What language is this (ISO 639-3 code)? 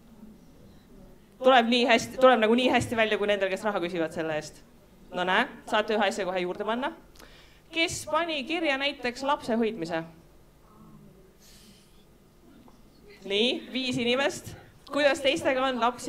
est